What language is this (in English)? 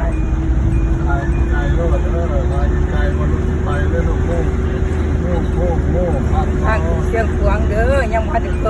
Lao